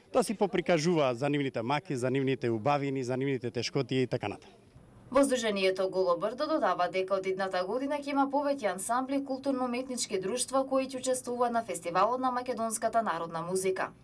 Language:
Macedonian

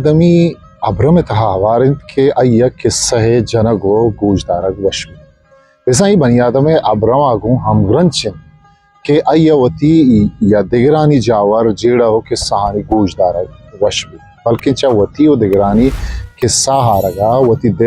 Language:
Eastern Balochi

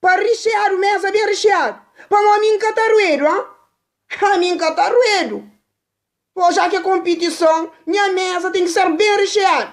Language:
Kabuverdianu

